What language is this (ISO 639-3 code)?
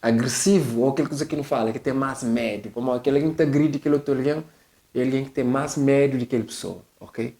kea